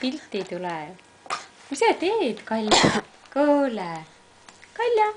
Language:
Estonian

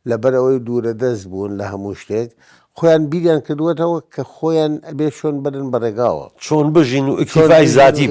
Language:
Central Kurdish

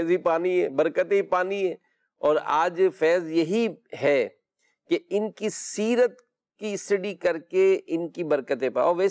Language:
Urdu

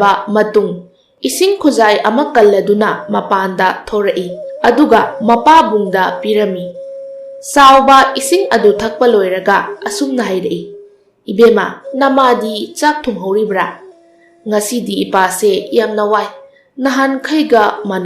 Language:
Manipuri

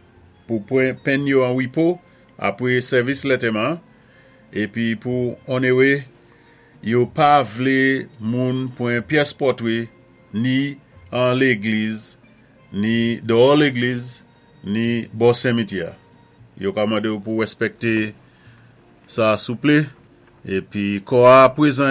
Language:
Saint Lucian Creole French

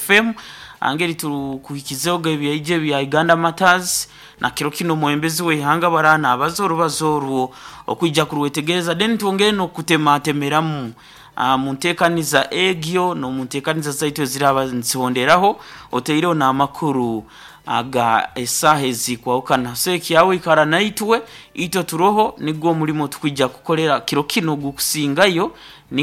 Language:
Nyoro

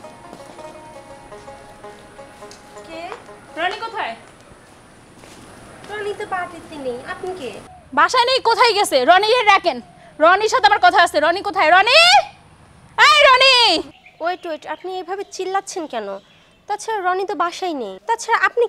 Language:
Bangla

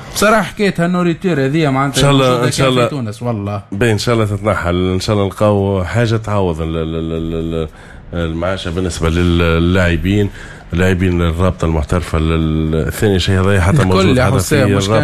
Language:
Tunisian Arabic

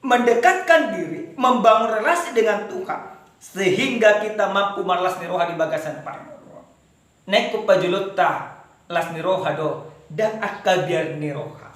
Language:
Batak Toba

